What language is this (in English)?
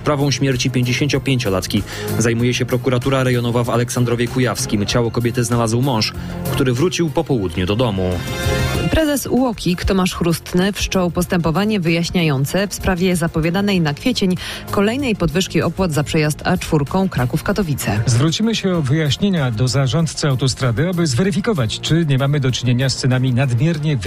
Polish